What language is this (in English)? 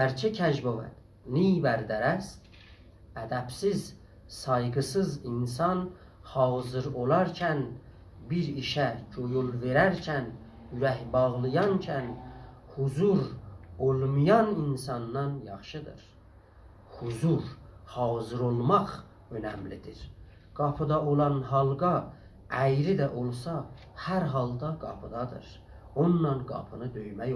South Azerbaijani